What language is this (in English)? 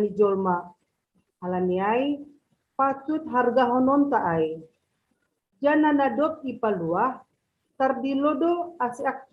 Batak Simalungun